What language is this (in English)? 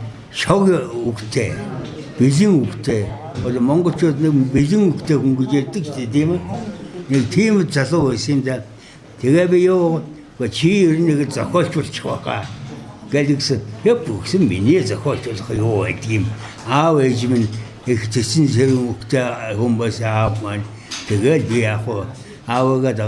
Mongolian